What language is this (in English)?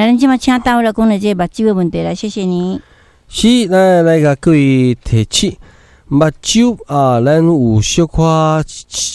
Min Nan Chinese